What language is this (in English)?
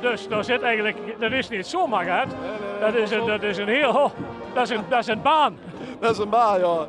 Limburgish